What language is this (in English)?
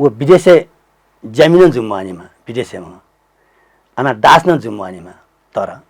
Newari